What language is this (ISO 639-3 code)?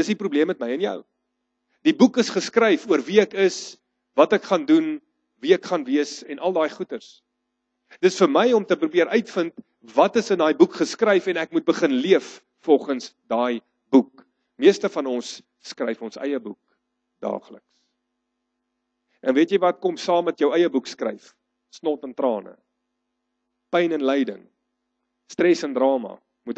afr